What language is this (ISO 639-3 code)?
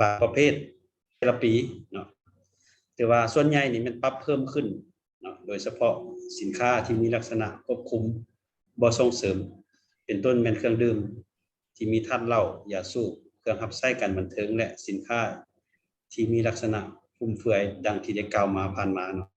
lao